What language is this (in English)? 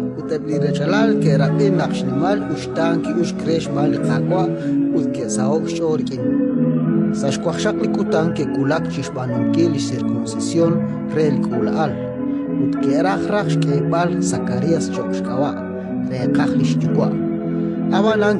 Kekchí